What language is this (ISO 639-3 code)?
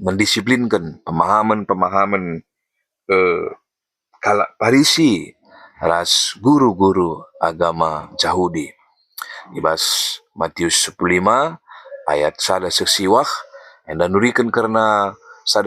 btx